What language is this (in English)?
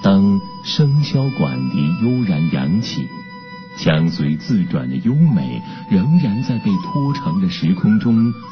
Chinese